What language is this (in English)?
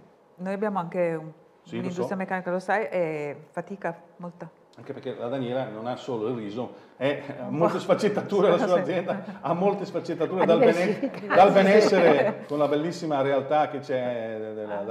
Italian